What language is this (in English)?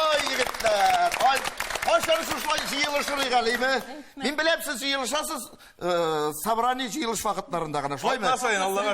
Tatar